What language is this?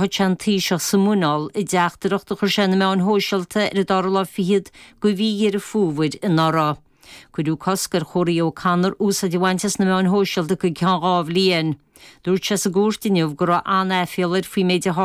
Irish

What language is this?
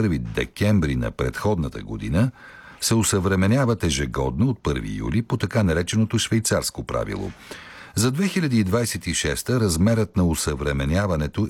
Bulgarian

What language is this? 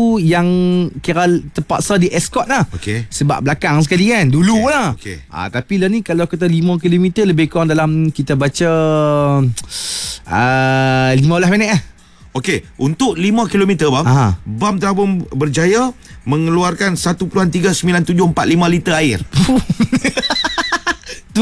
Malay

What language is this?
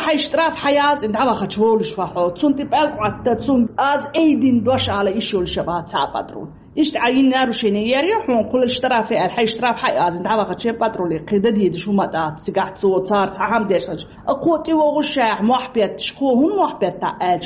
Chechen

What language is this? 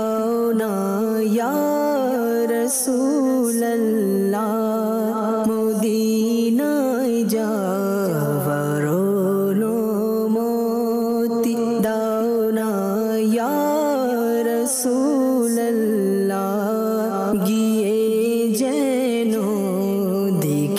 Bangla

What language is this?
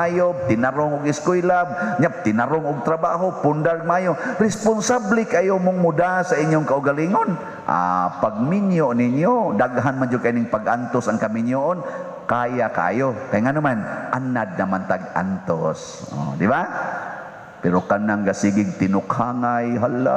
Cebuano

